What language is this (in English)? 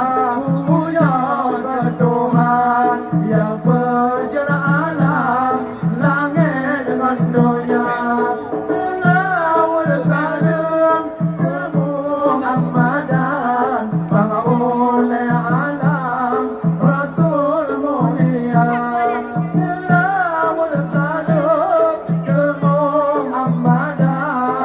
Achinese